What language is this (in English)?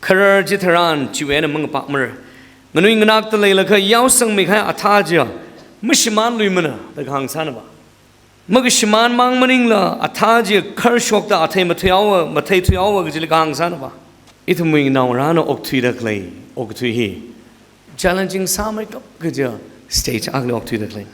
Tangkhul Naga (India)